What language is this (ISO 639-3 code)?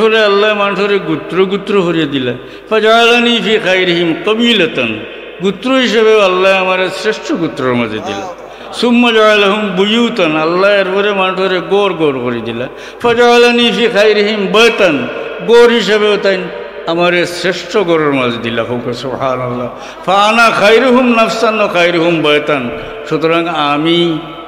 syl